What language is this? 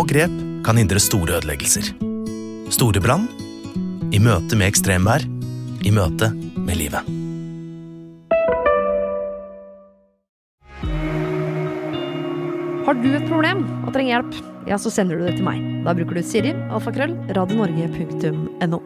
Norwegian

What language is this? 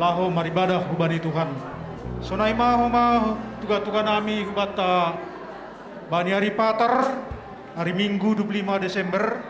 Batak Simalungun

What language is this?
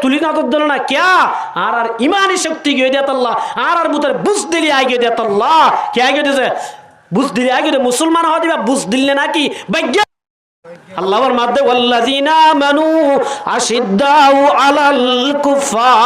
Rohingya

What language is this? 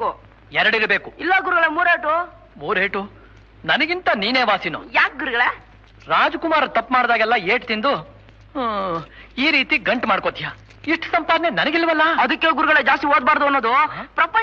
Kannada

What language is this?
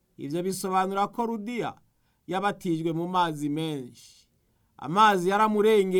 Rundi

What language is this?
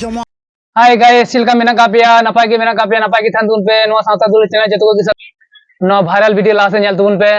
Santali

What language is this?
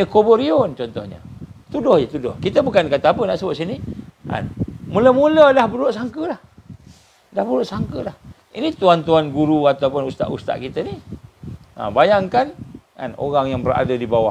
Malay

